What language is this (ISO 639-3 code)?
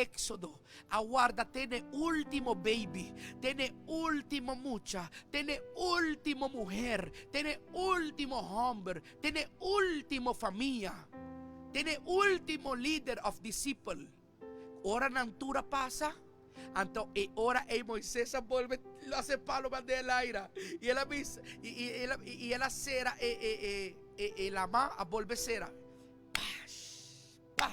pap